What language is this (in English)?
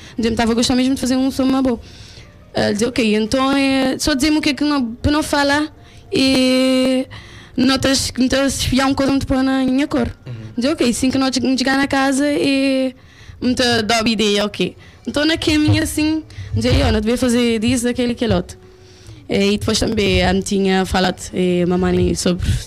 Kabuverdianu